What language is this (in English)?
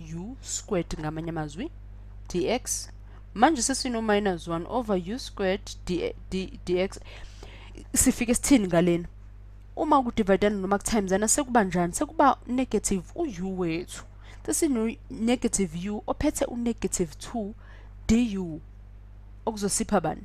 Zulu